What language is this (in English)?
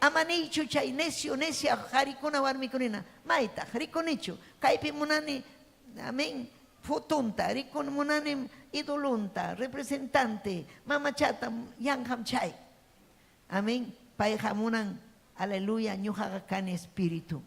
Ayacucho Quechua